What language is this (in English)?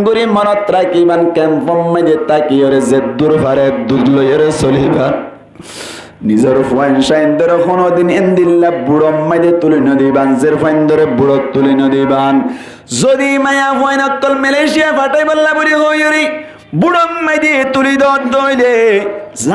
Rohingya